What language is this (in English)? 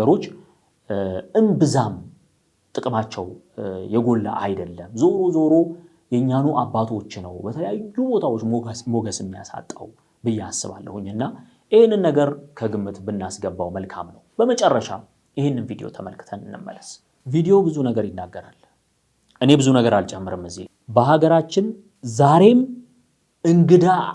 Amharic